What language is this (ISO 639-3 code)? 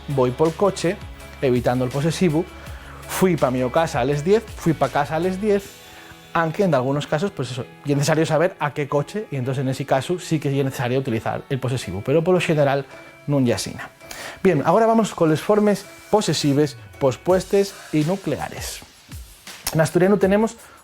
ast